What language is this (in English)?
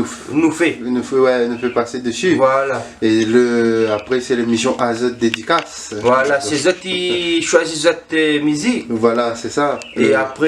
Réunion Creole French